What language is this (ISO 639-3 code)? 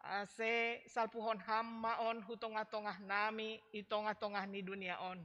bts